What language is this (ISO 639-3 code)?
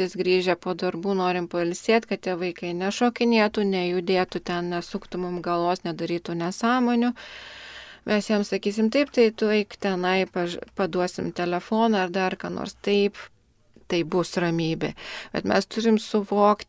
lit